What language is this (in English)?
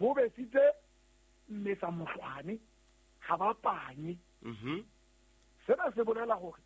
Southern Sotho